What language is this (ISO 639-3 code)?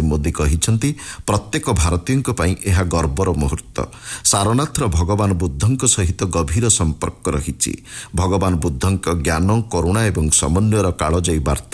ori